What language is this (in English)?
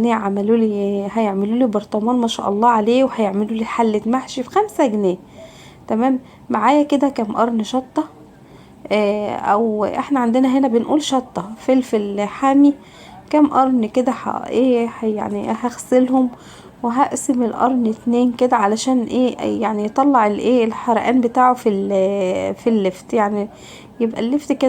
Egyptian Arabic